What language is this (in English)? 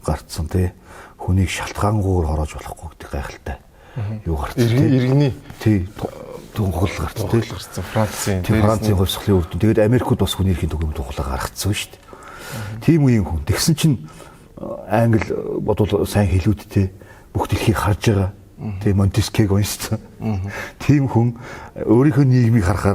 Mongolian